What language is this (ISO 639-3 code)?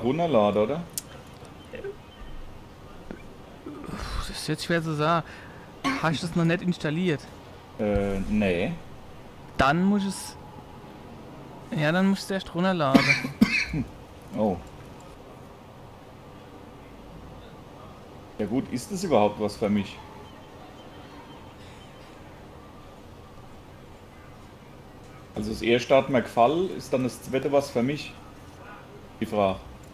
deu